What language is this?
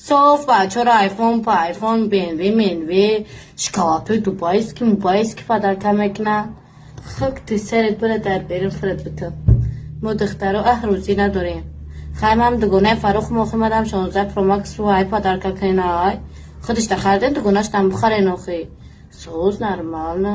Tajik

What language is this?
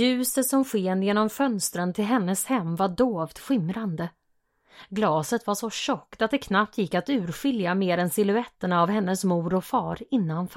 Swedish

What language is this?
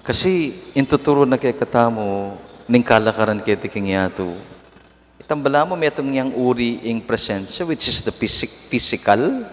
Pampanga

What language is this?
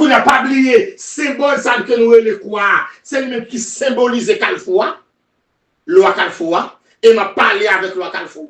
Haitian Creole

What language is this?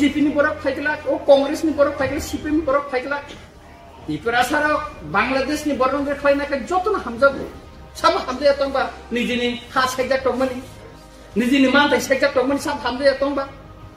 Kok Borok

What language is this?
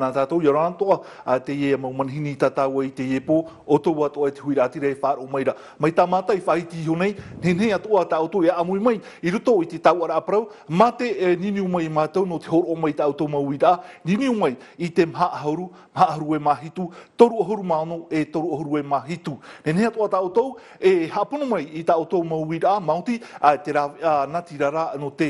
Tahitian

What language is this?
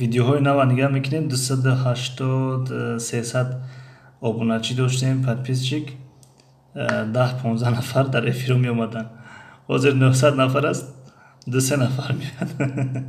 Tajik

